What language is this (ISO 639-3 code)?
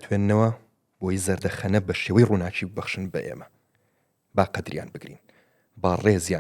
ckb